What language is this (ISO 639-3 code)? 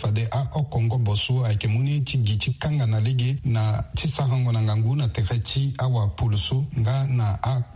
sag